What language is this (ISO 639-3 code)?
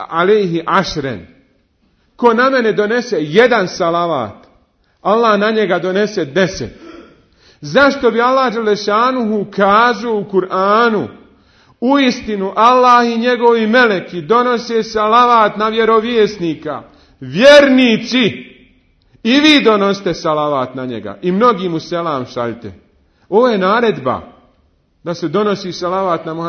bos